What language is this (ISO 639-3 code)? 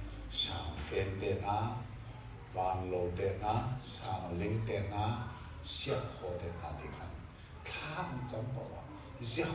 cnh